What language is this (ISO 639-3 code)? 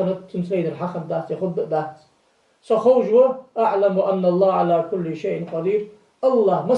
inh